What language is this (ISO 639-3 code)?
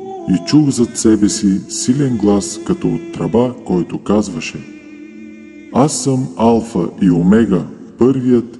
bul